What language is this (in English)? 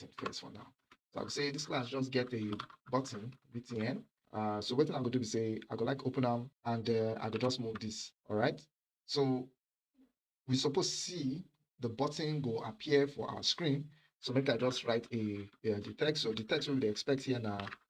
Nigerian Pidgin